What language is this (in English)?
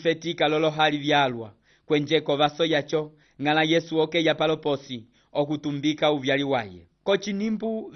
Umbundu